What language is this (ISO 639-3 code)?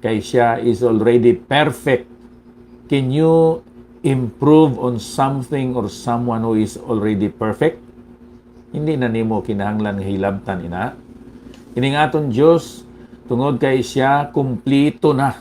hil